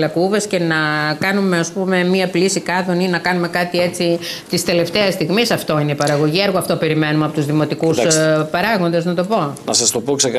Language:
Greek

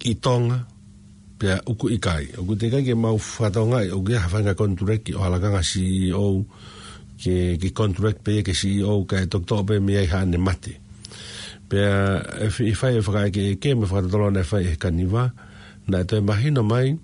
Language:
Tongan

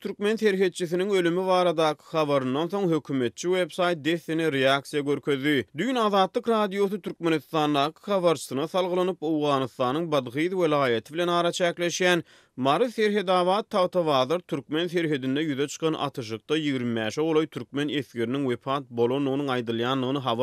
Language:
Turkmen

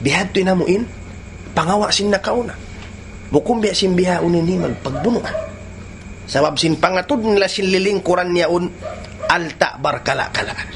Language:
Tausug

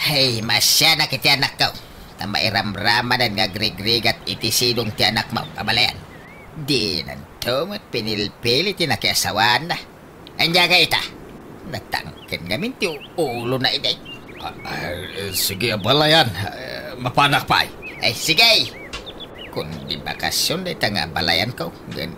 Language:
Iloko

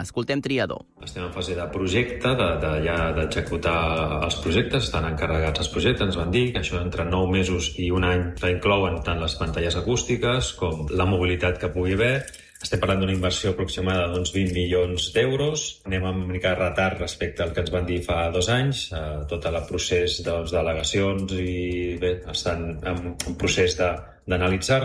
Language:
Catalan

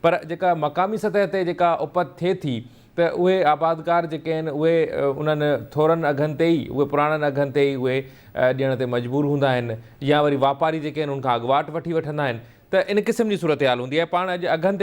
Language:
Sindhi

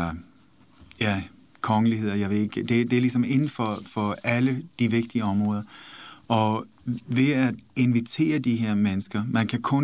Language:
Danish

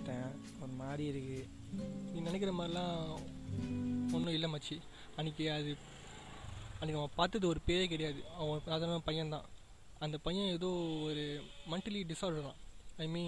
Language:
Tamil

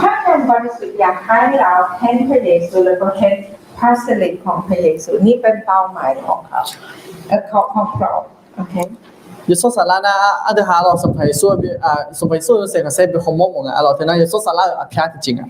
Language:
Akha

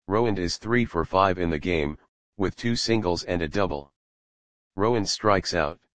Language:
English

